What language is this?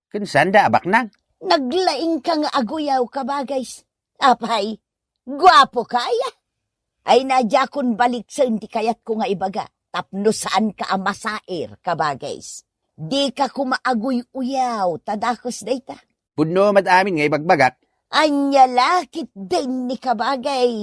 Iloko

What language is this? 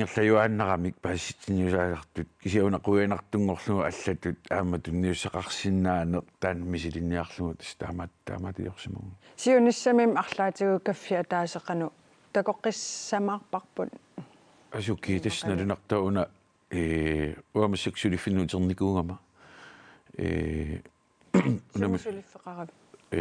Kalaallisut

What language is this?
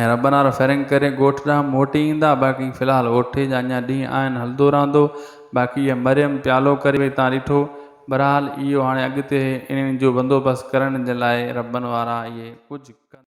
Sindhi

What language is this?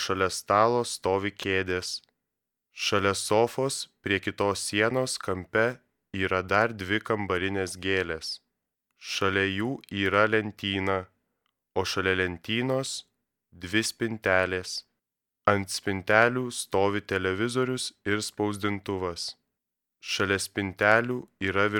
Lithuanian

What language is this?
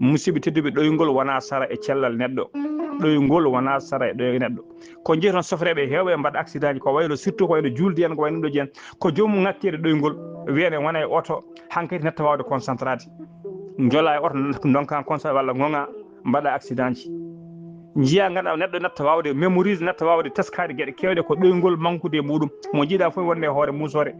Fula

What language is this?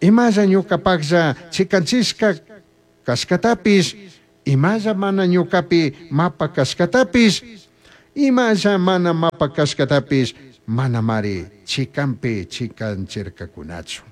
Chimborazo Highland Quichua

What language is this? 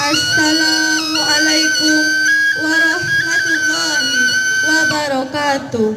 Minangkabau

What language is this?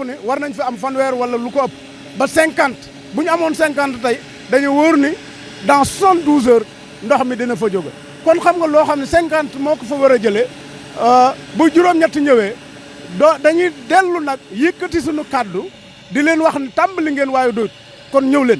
Wolof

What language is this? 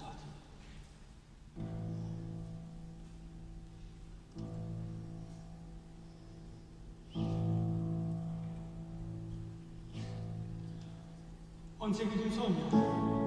Italian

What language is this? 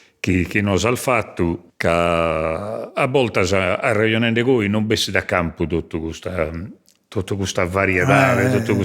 Sardinian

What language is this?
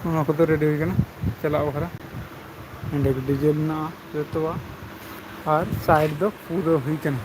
Santali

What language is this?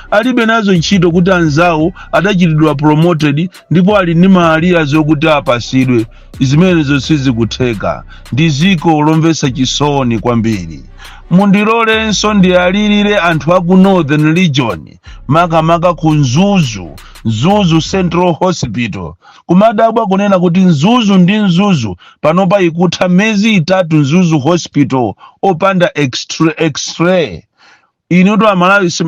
Nyanja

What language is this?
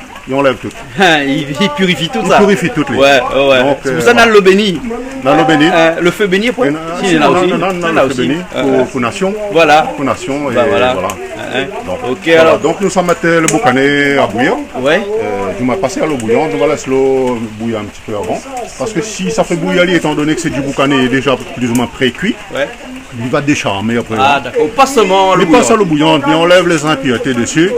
Réunion Creole French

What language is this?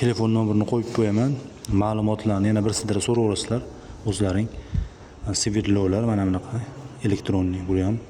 Uzbek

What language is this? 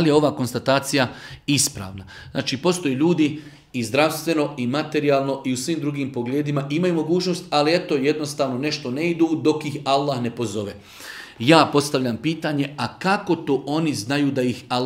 Bosnian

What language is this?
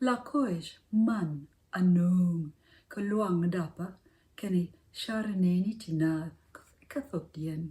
Nuer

